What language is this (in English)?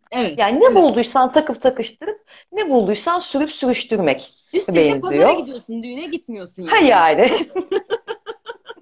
Turkish